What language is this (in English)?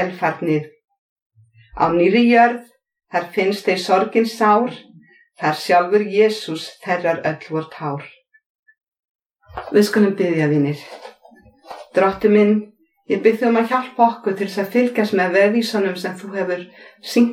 Icelandic